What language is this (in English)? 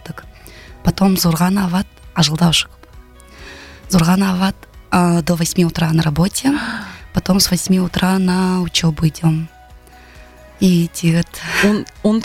Buriat